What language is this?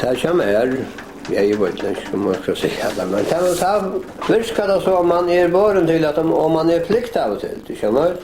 Faroese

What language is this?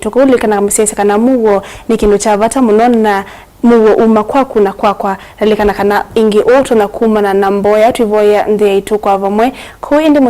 Kamba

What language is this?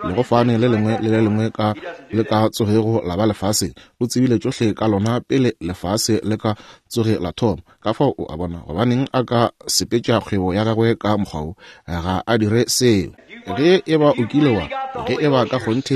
Northern Sotho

